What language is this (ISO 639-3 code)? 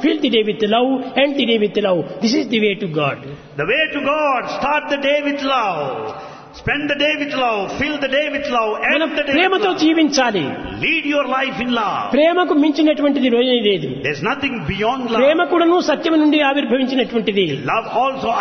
tel